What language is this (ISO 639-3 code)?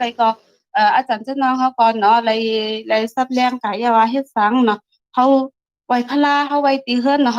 shn